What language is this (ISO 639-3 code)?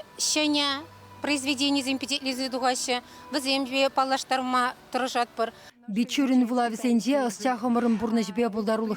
chv